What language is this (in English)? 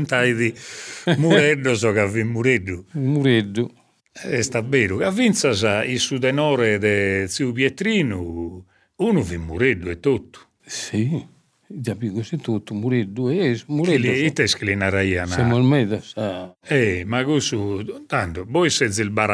Sardinian